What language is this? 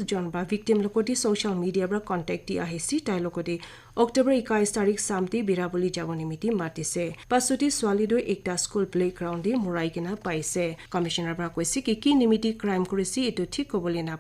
Naga Pidgin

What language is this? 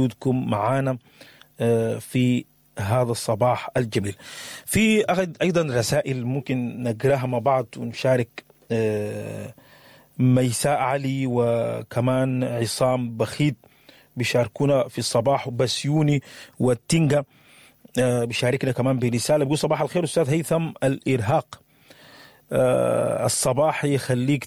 Sudanese Arabic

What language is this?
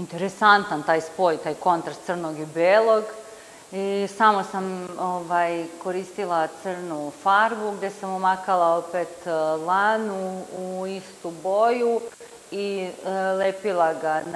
Serbian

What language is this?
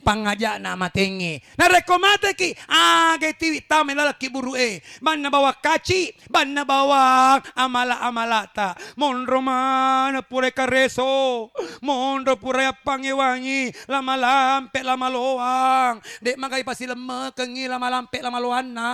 Buginese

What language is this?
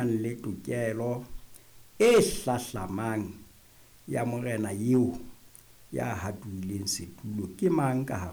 Southern Sotho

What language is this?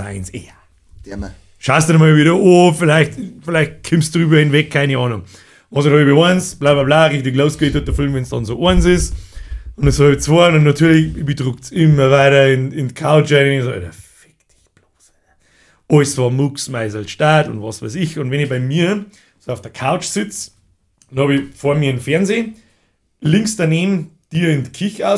Bavarian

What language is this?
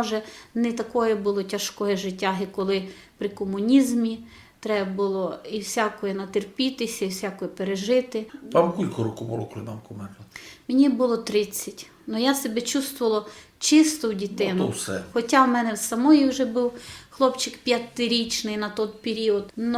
Rusyn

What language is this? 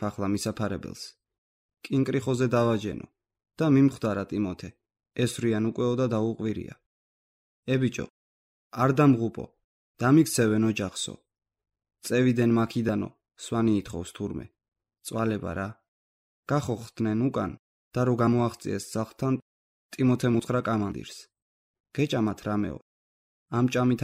Georgian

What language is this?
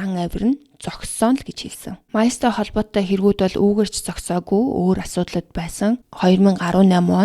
Mongolian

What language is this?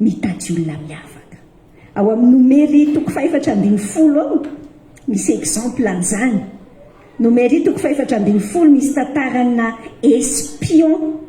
Malagasy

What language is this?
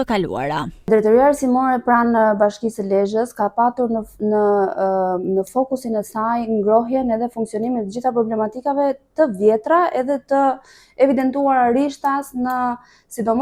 Albanian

